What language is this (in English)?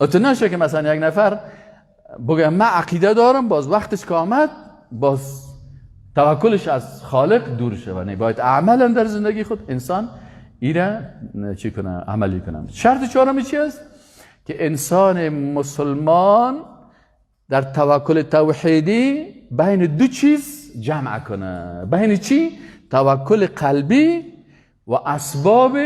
Persian